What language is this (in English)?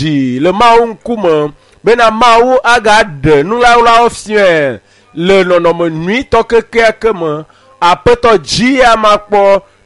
Ewe